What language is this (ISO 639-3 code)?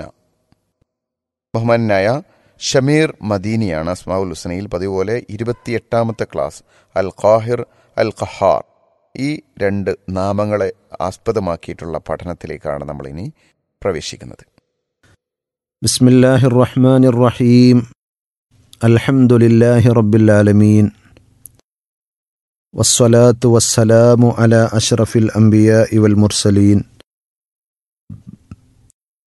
mal